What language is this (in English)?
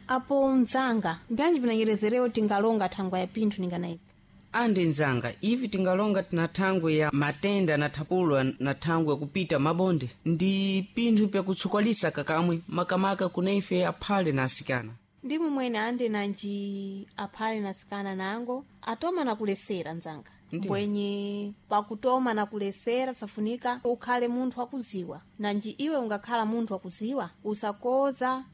Sena